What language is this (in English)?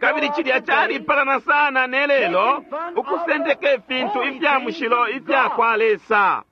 Bemba